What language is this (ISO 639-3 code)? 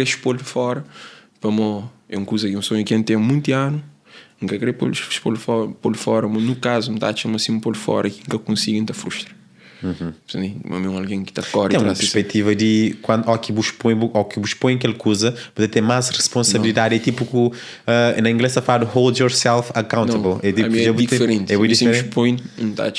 kea